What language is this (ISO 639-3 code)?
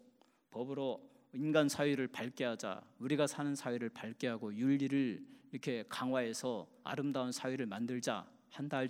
kor